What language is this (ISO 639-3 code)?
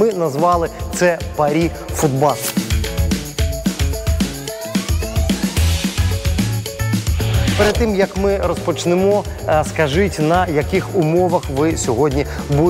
ukr